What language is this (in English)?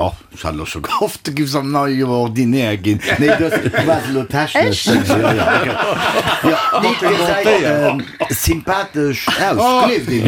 Luxembourgish